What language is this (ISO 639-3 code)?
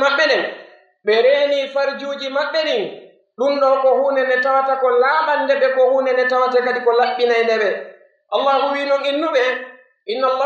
fuf